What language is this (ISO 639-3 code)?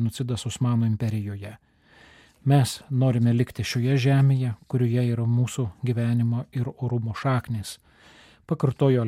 lit